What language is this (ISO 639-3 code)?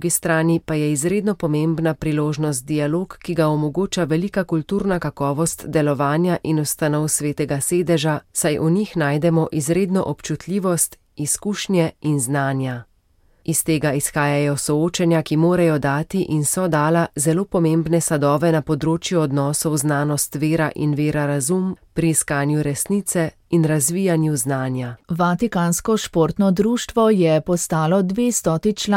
slv